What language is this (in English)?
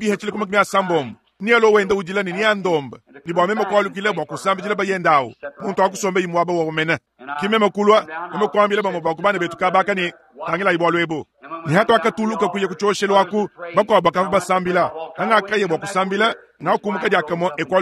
Luba-Lulua